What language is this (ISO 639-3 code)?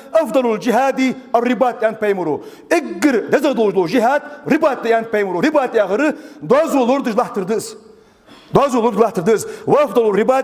inh